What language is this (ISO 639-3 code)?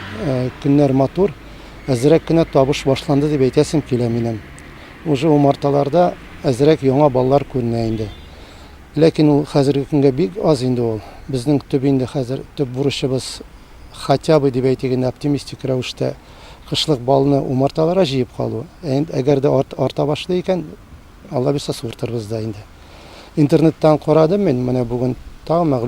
tat